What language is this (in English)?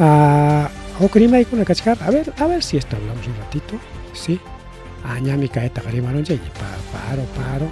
Ayacucho Quechua